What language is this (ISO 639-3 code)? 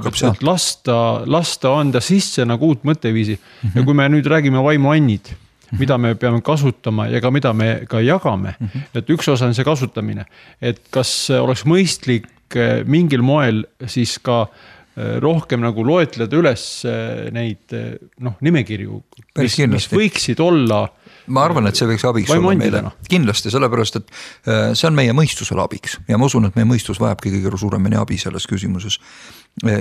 est